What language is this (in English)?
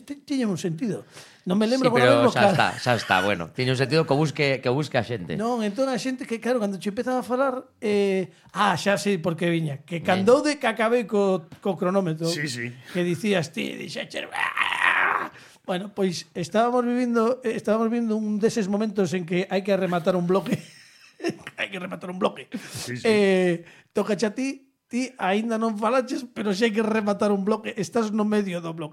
Galician